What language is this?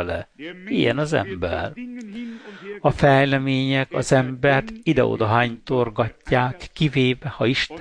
Hungarian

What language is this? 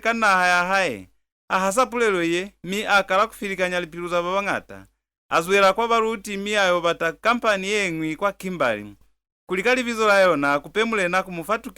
Lozi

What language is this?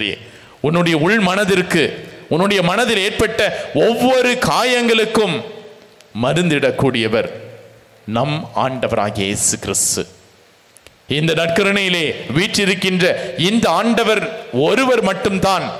Tamil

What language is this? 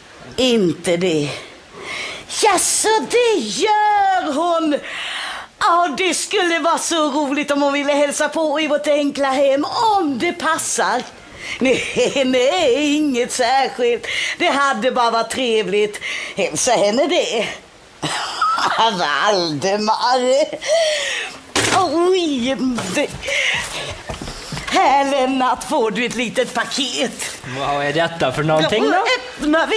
Swedish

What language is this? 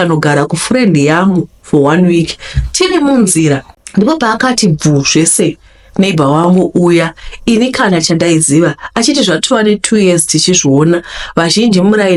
Shona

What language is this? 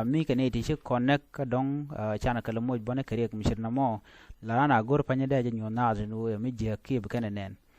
Nuer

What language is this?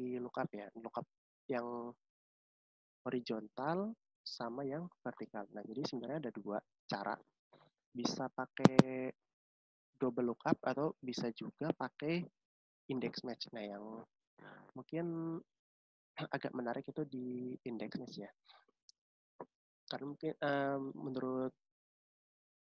Indonesian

